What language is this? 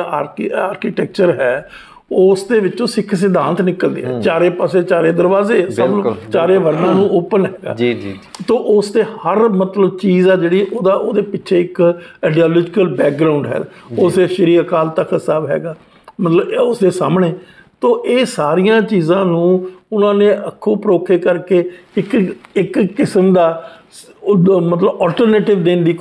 Punjabi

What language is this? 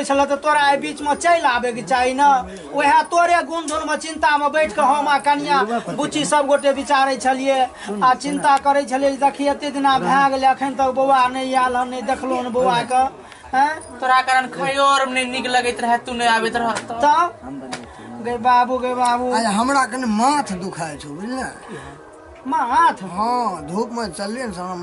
Maithili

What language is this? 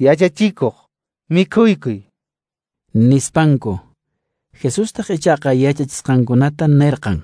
Quechua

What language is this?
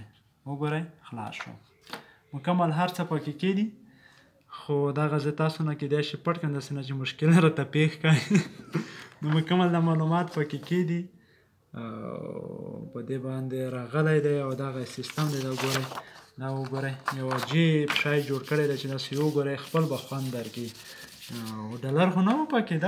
Pashto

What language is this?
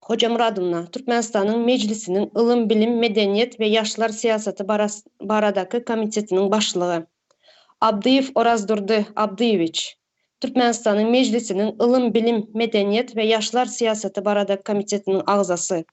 Turkmen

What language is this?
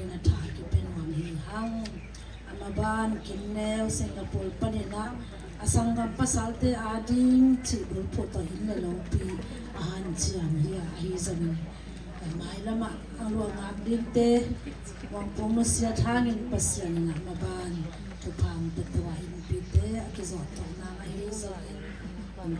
Tedim Chin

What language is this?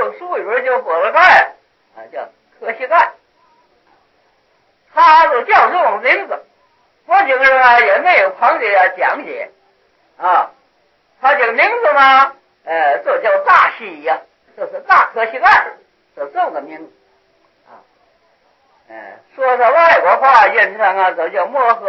Chinese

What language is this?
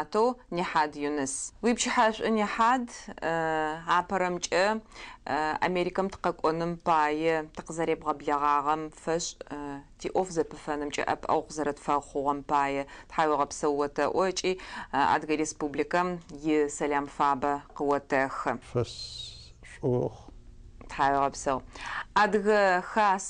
Adyghe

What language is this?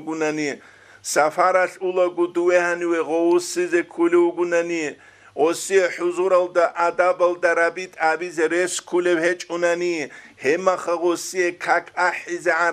Avaric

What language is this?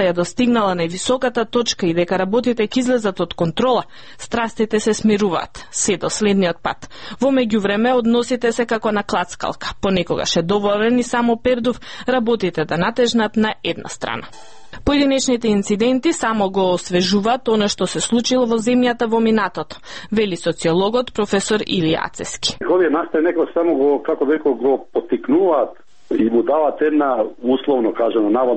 Macedonian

